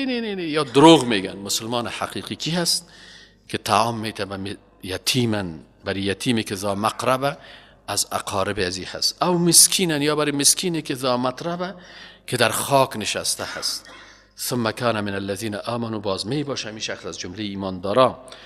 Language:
Persian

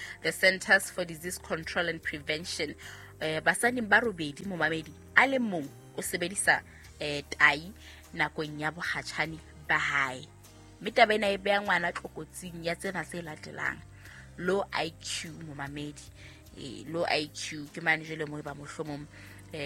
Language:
Southern Sotho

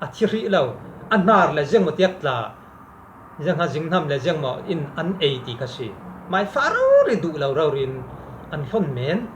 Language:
Falam Chin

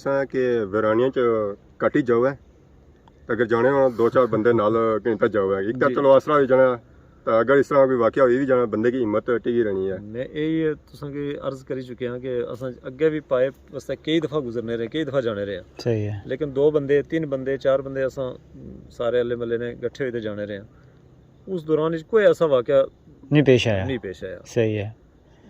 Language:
Pahari-Potwari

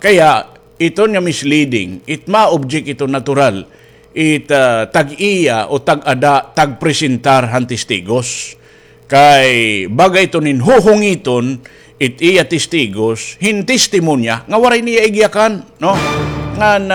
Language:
Waray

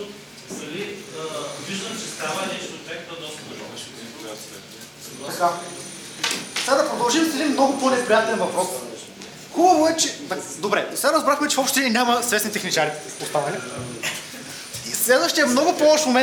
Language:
Bulgarian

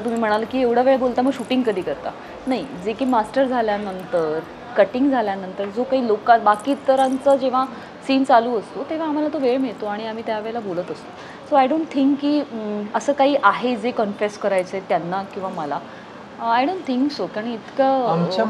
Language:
Marathi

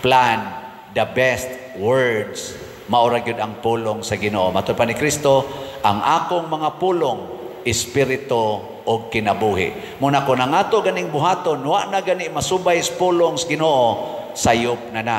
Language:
Cebuano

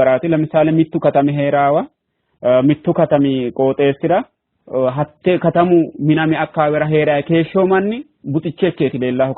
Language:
Sidamo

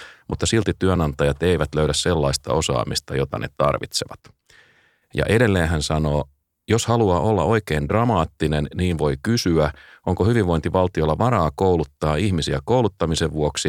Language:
Finnish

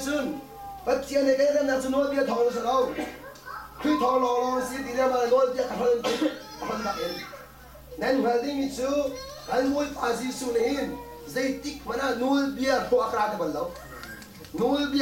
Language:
Hakha Chin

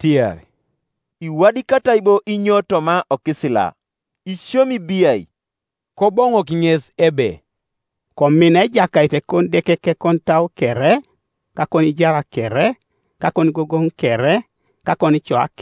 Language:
Teso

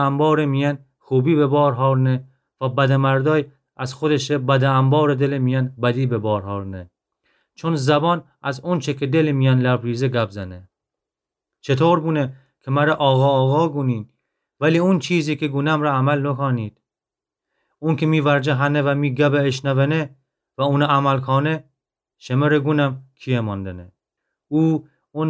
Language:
Gilaki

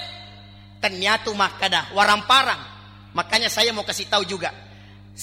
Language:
Buginese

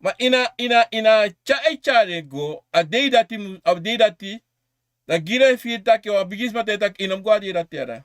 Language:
Sranan Tongo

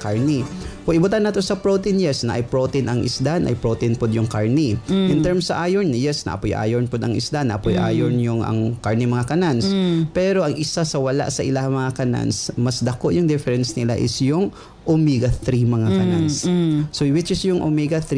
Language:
Cebuano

